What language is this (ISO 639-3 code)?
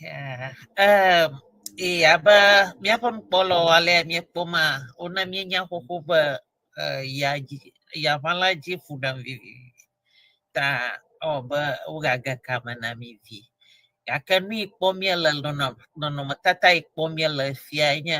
ewe